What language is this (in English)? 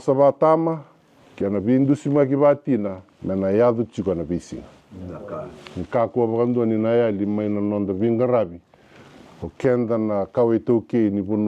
Fijian